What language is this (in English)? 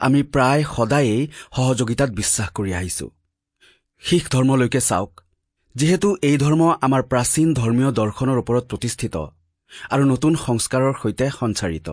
Assamese